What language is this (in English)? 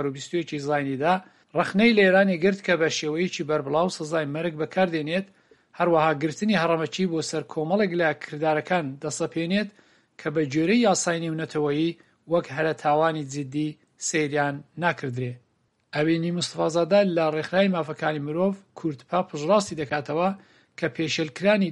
Central Kurdish